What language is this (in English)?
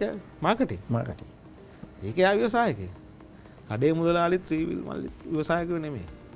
Sinhala